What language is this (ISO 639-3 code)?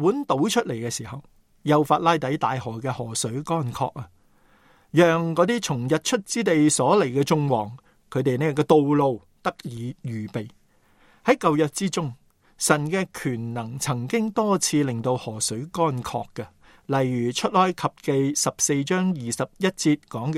yue